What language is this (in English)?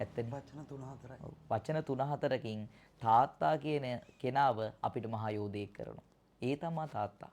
Sinhala